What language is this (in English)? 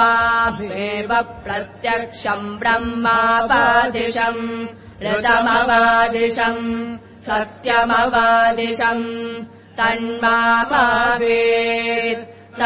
Sanskrit